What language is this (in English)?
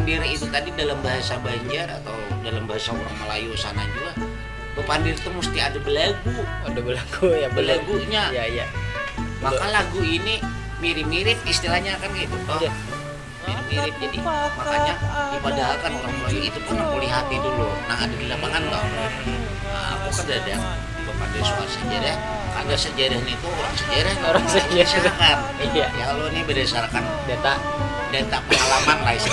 Banjar